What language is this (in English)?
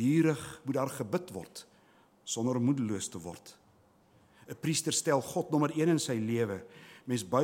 Afrikaans